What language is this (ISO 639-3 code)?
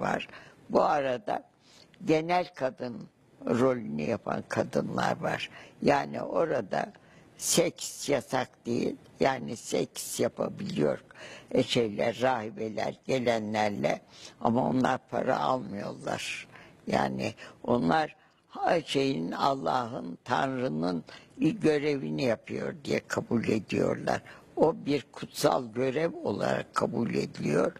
tur